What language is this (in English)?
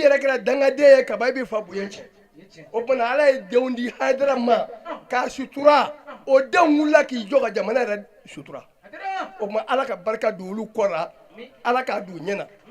Bambara